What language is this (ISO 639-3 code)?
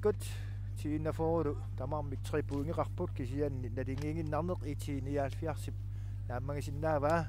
kal